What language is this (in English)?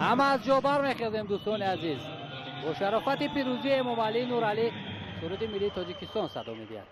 Tajik